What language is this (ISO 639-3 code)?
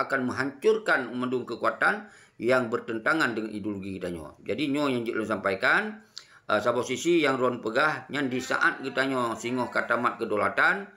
ace